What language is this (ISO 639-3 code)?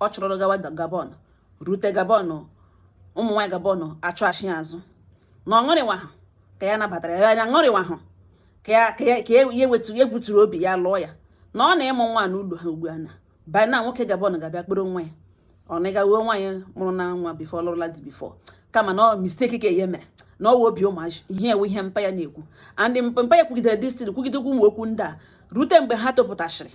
ibo